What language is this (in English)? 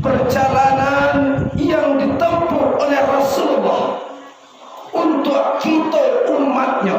Minangkabau